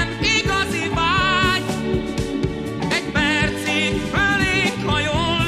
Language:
Hungarian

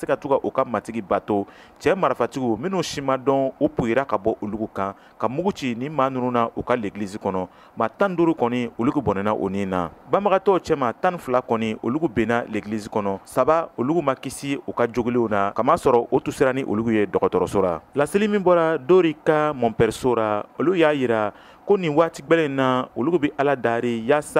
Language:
Bambara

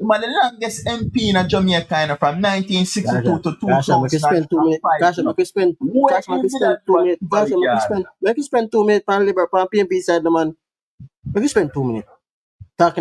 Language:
Jamaican Creole English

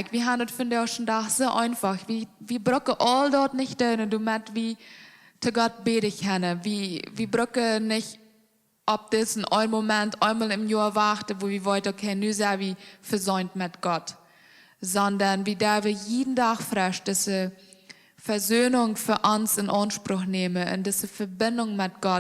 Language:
Plautdietsch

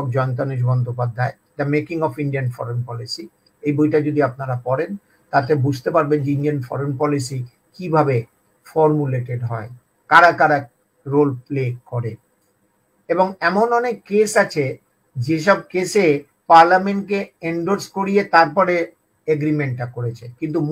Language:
Bangla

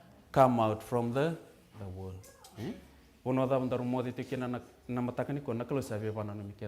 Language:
Fijian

